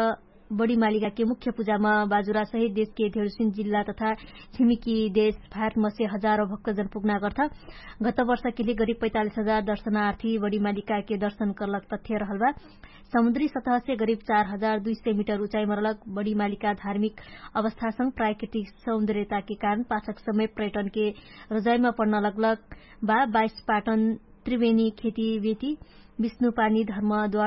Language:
Dangaura Tharu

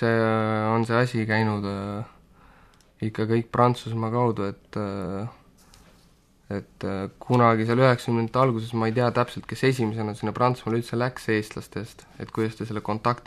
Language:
Estonian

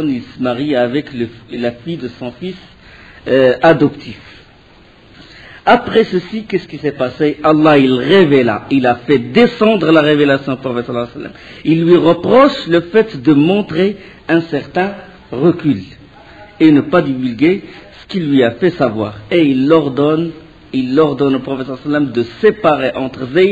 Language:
French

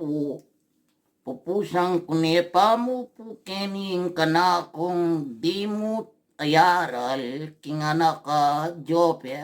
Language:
Pampanga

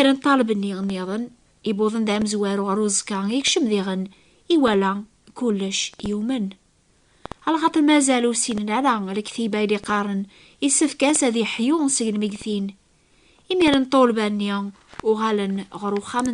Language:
Kabyle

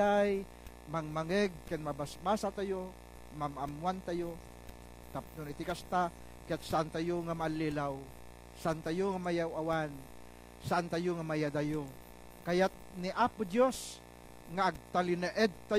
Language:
Iloko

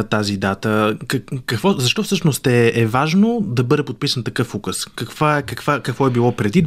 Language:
Bulgarian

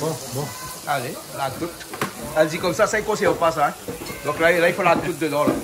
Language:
Réunion Creole French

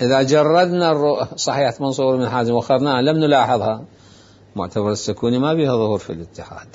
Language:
Mesopotamian Arabic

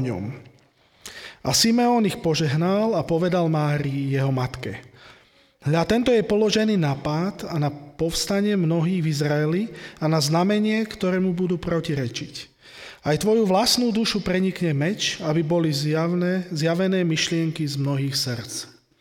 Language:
Slovak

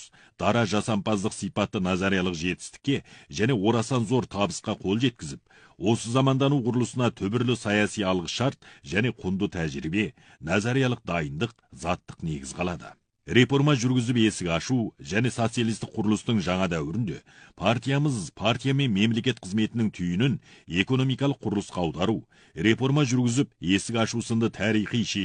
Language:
Kazakh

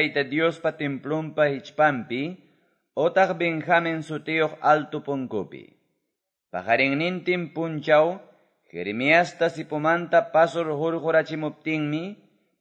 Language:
Quechua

